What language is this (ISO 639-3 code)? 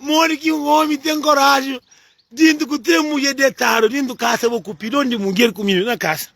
kea